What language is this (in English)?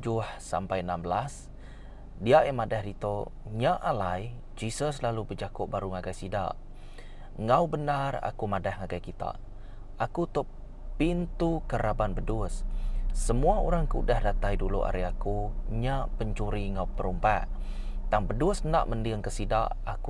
Iban